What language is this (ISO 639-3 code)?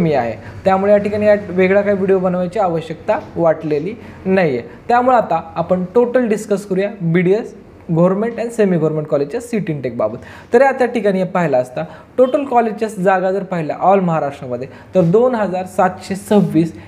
mar